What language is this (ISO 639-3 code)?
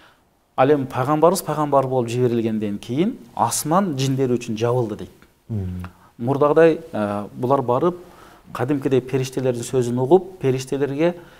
kir